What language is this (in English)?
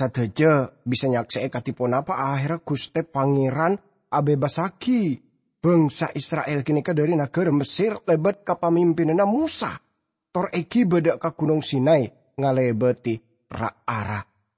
Madurese